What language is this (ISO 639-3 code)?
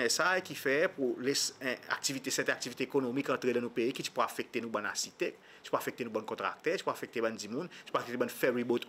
crs